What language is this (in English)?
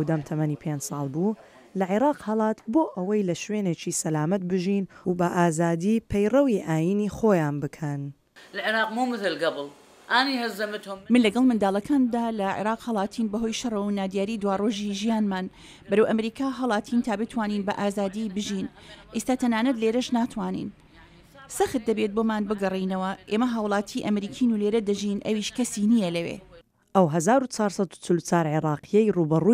Central Kurdish